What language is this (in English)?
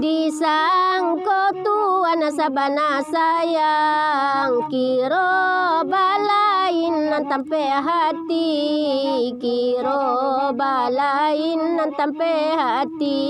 Minangkabau